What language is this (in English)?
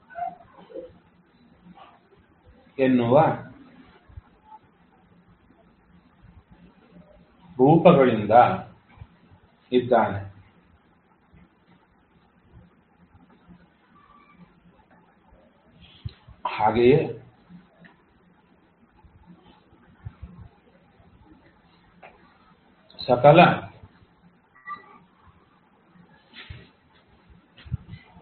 Kannada